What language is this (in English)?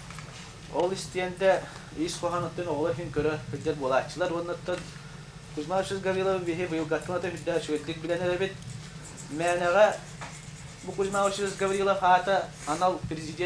Yakut